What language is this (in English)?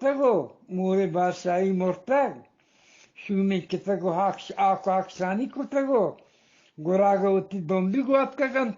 Eastern Balochi